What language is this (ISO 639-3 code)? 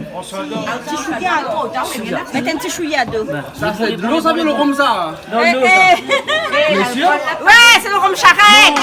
rcf